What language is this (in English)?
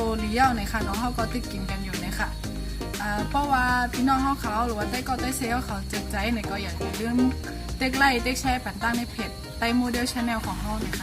Shan